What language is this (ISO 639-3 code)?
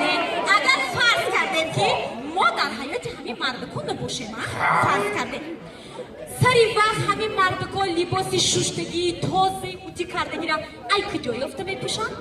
tgk